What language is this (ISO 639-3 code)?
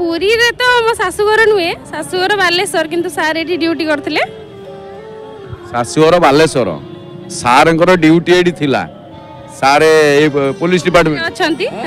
ori